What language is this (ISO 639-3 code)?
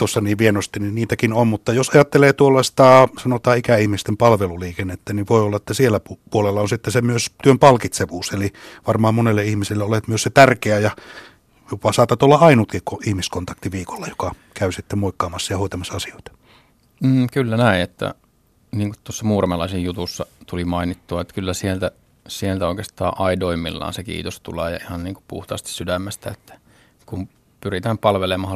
fin